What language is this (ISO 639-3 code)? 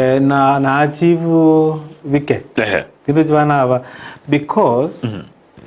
guz